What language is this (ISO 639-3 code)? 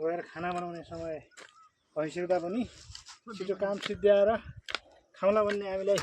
nep